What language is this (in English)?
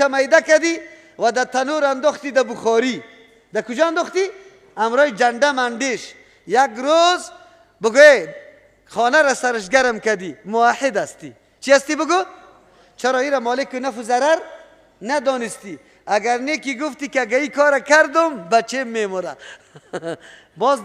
Persian